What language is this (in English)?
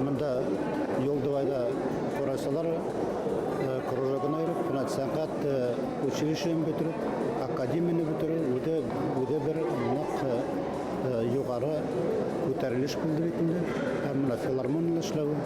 Bashkir